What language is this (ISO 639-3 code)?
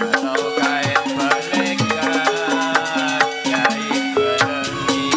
bew